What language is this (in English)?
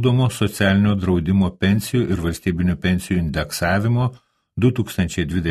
Lithuanian